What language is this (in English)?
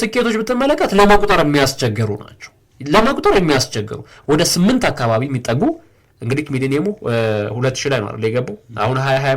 Amharic